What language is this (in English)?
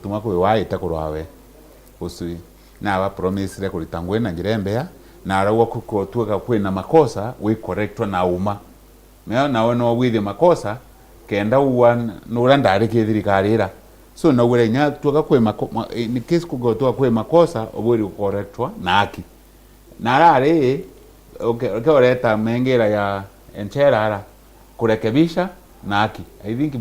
Meru